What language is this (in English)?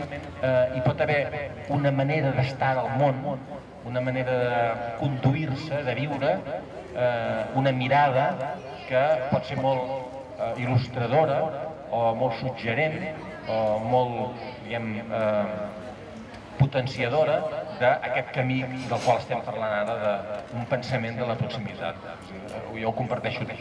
Catalan